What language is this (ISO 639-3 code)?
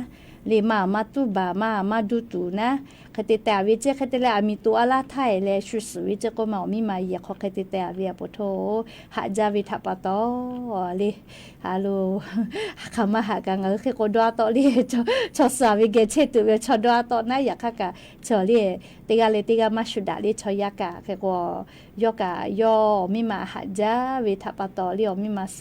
lhu